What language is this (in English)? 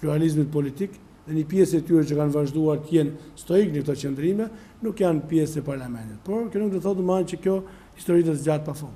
Albanian